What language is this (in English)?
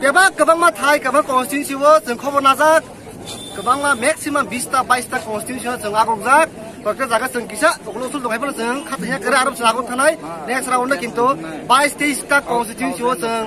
Kok Borok